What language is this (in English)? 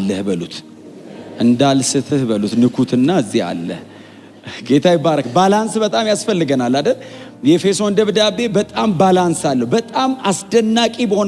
Amharic